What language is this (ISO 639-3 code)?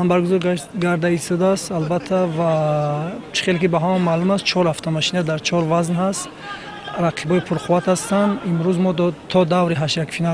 tgk